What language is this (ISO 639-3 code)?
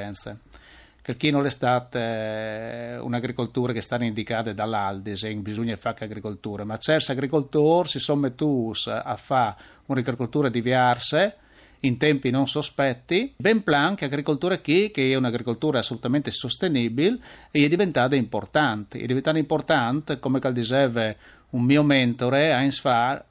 fur